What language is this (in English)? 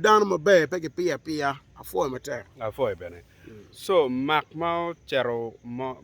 Acoli